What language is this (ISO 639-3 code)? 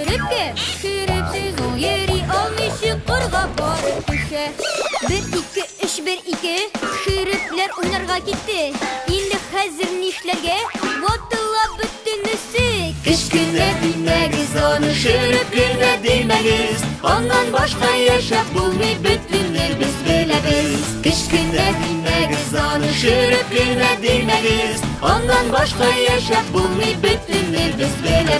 tat